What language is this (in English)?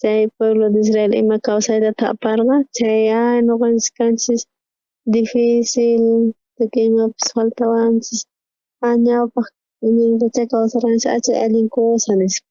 South Bolivian Quechua